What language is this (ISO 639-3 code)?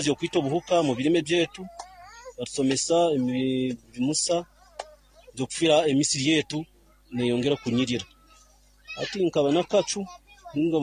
nyo